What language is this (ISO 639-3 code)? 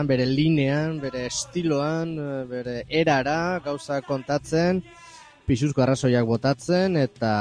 eus